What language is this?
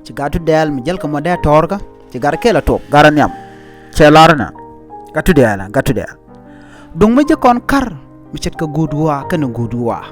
Nuer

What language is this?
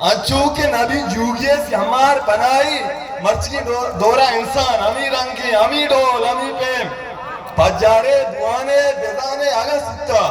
Eastern Balochi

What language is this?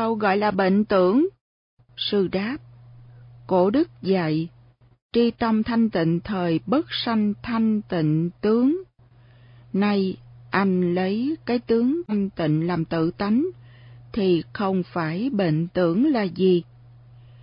Vietnamese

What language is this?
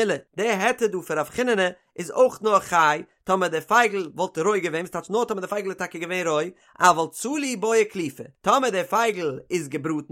Yiddish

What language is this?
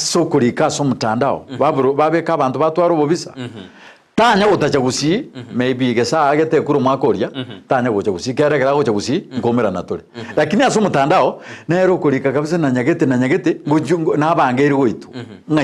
Gusii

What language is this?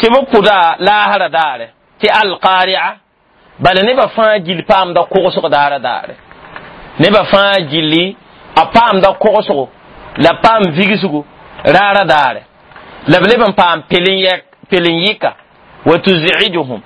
Mossi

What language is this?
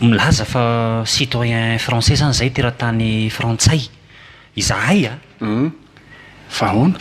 Malagasy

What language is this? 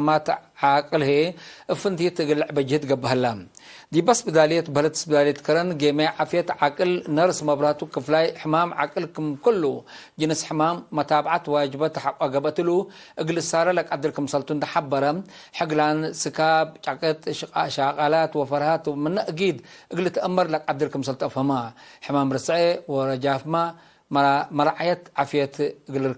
Tigre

